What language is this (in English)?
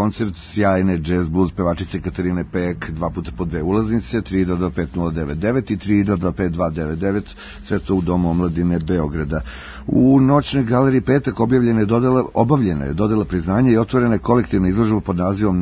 Serbian